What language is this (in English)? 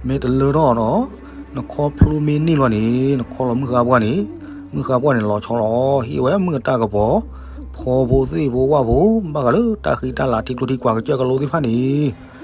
S'gaw Karen